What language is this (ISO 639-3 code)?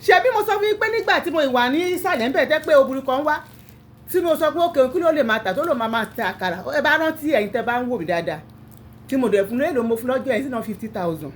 yor